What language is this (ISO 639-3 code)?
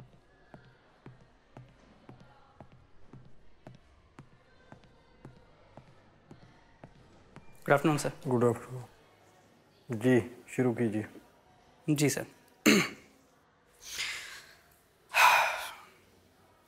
hin